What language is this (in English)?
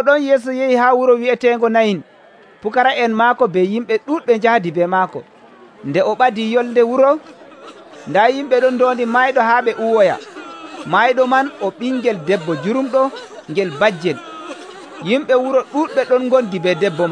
Nigerian Fulfulde